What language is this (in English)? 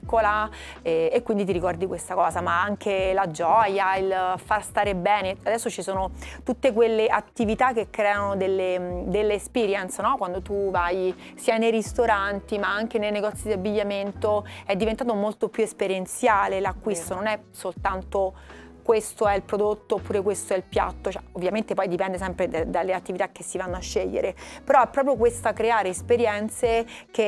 Italian